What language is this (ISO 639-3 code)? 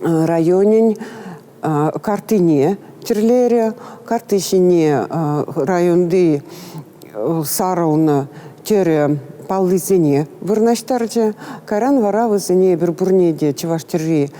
chv